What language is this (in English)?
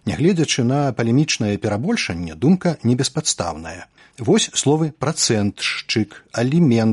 Belarusian